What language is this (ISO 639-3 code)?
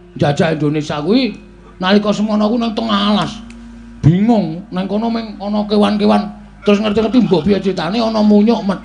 jav